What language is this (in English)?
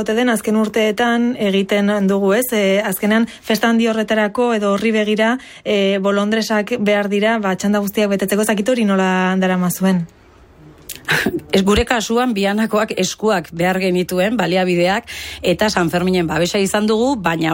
Basque